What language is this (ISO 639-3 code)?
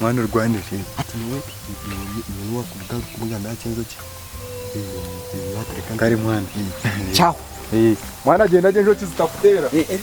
nyn